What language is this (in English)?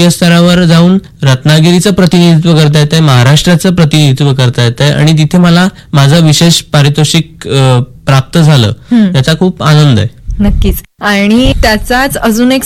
Marathi